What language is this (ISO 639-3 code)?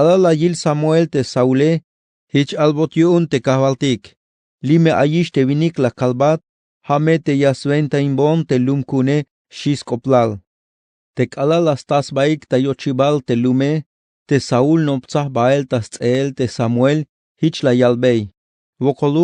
tzh